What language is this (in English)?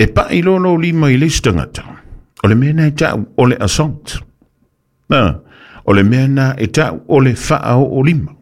Samoan